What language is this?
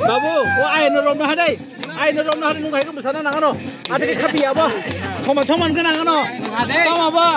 Kok Borok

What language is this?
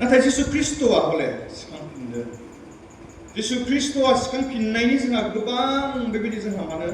Bodo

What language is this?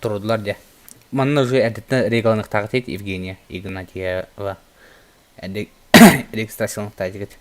Yakut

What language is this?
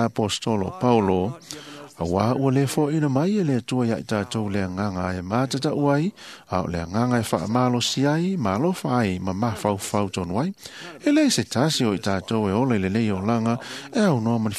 Samoan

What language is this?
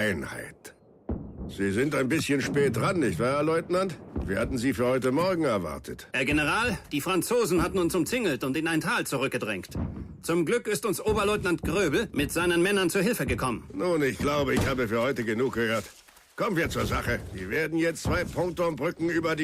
Bavarian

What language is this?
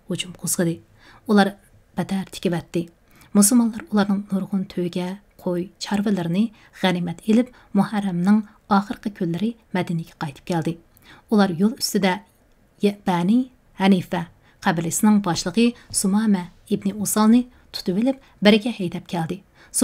Uyghur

